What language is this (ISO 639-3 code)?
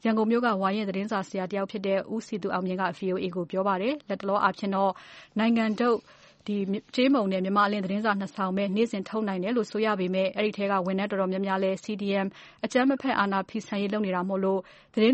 mya